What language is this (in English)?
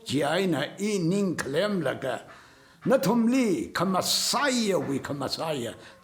Tangkhul Naga (India)